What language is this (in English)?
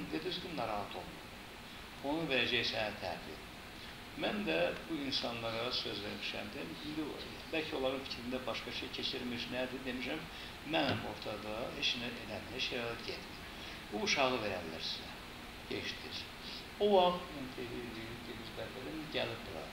Azerbaijani